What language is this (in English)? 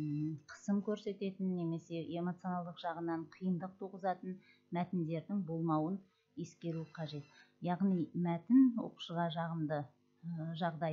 Kazakh